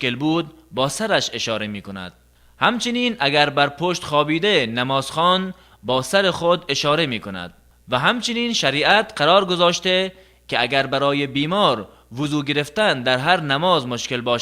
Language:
Tajik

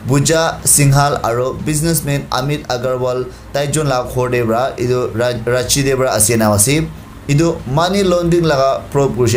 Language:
Naga Pidgin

